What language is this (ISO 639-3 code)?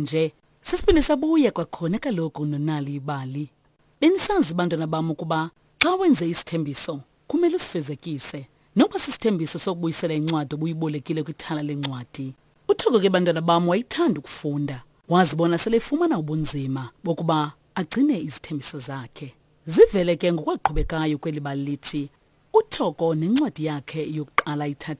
xho